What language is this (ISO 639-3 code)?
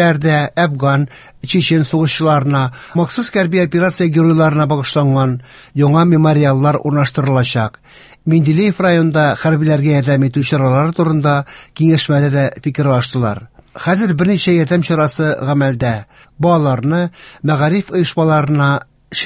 tat